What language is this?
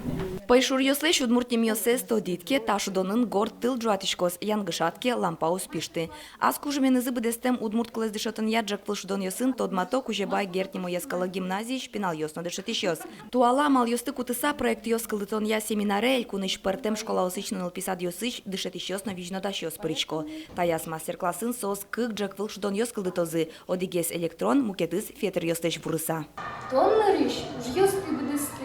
Udmurt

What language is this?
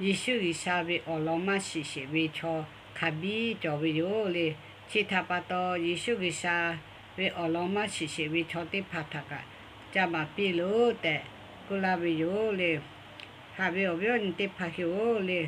Lahu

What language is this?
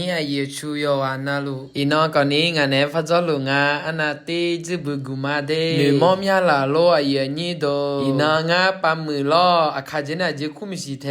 Akha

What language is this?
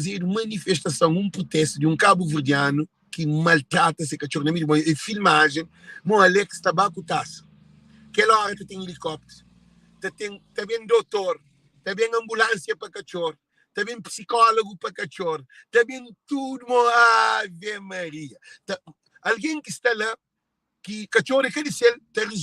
Kabuverdianu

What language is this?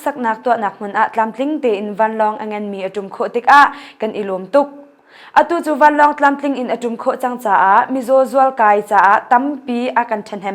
Hakha Chin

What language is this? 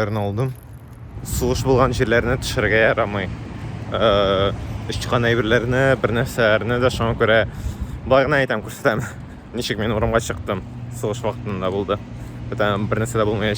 Tatar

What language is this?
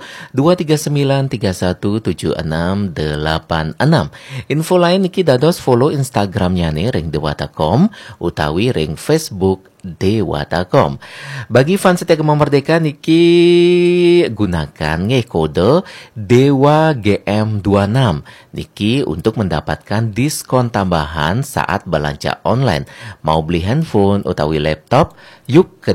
Balinese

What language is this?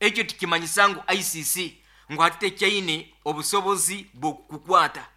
Nyoro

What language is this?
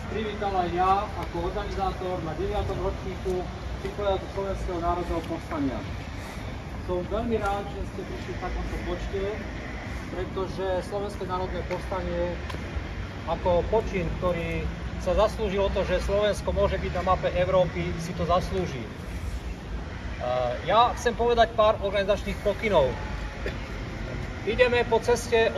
Slovak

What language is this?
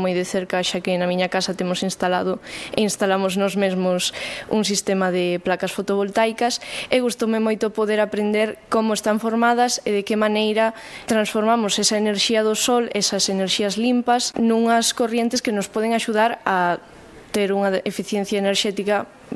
Galician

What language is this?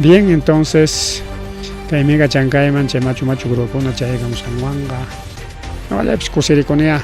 Ayacucho Quechua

